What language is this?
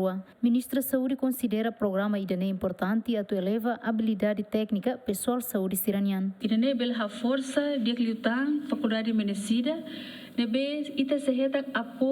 Tetum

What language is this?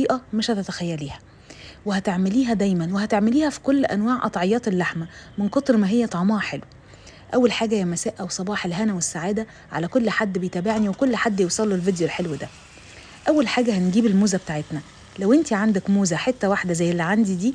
Egyptian Arabic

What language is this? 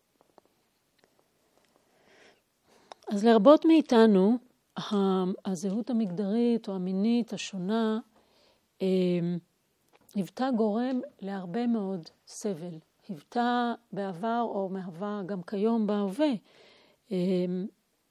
Hebrew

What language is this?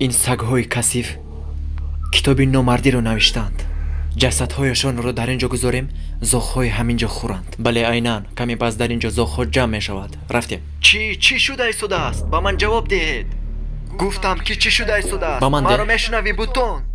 Tajik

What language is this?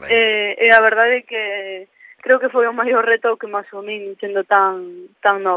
Galician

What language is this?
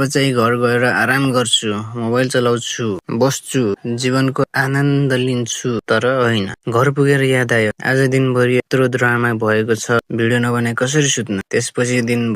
Nepali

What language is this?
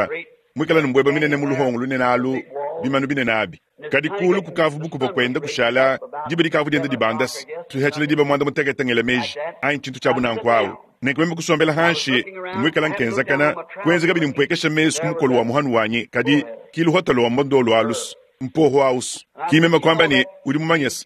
Luba-Lulua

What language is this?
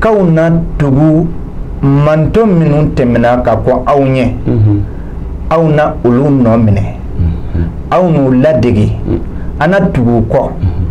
Bambara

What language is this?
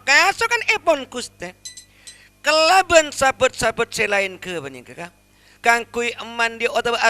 Madurese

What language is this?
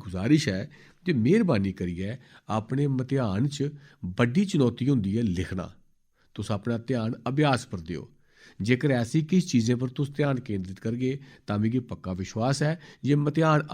Dogri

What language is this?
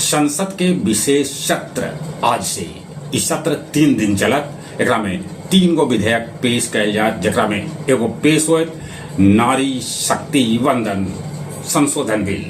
Magahi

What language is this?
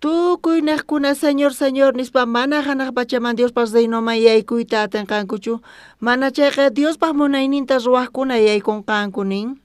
South Bolivian Quechua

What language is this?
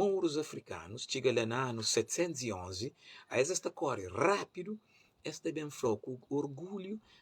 Kabuverdianu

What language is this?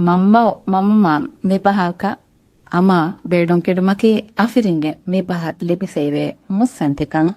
Divehi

